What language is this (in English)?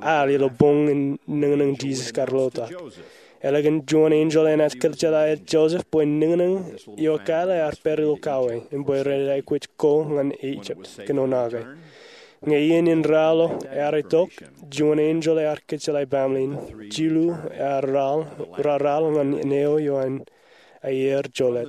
Marshallese